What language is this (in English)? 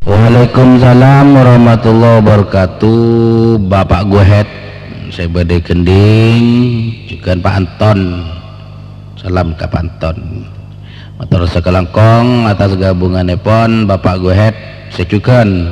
Madurese